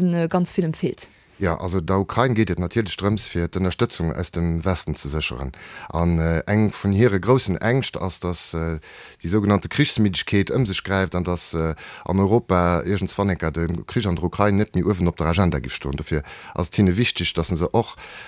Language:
Luxembourgish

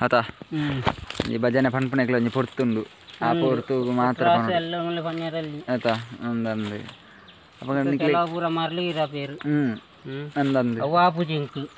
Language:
Tulu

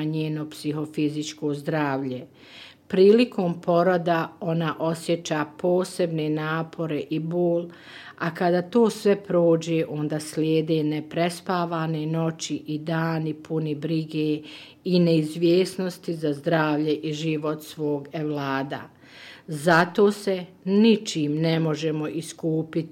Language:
Bosnian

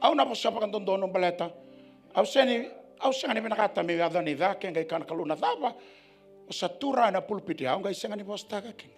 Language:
Fijian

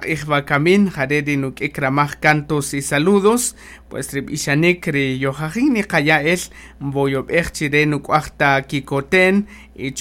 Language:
Kaqchikel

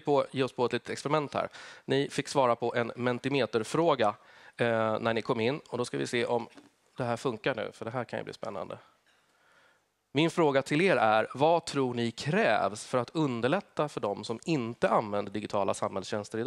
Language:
Swedish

